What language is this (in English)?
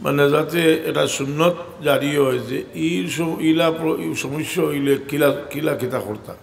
Sylheti